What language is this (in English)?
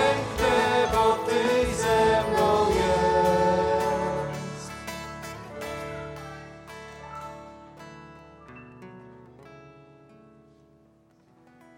Polish